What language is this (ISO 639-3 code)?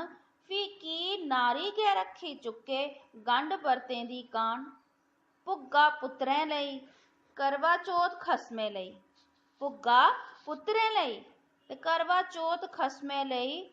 doi